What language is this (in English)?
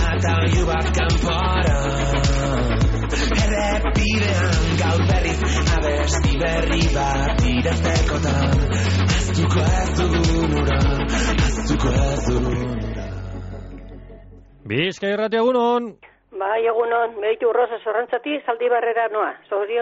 Basque